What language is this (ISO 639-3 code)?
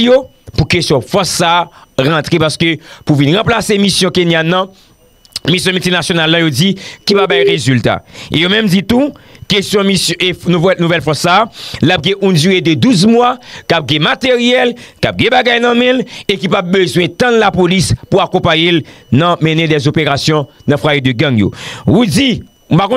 hat